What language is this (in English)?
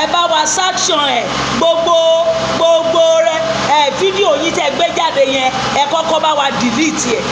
Yoruba